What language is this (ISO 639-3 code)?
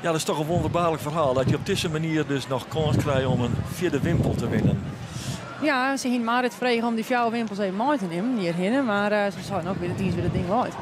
fry